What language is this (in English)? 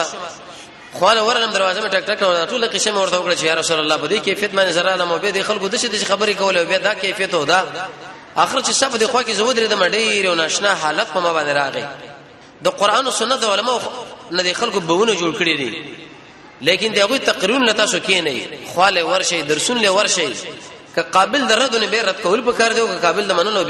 Pashto